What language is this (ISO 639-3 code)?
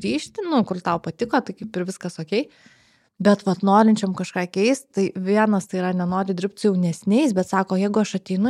lit